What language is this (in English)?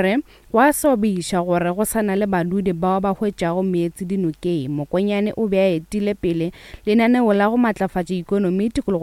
Northern Sotho